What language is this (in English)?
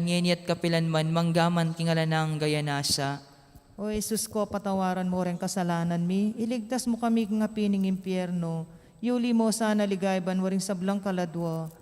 Pampanga